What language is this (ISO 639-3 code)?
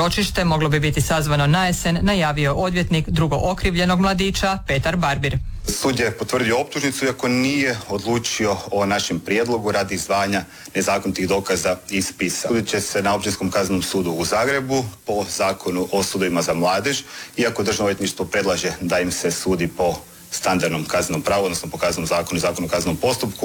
hrv